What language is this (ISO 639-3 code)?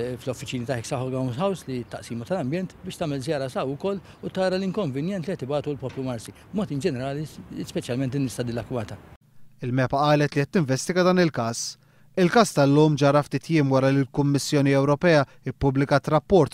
mlt